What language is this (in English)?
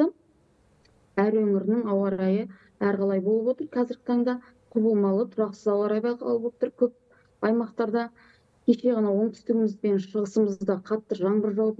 Kazakh